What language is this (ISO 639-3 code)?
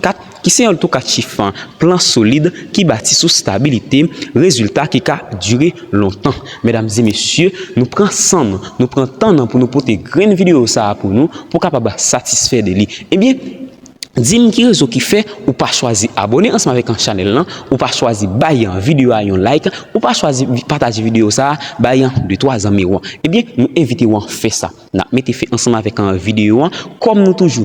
hat